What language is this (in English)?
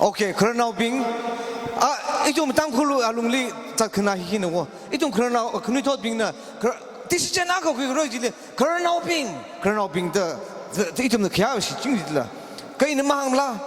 Tangkhul Naga (India)